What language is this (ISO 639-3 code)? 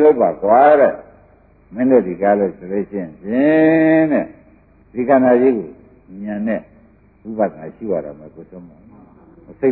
mya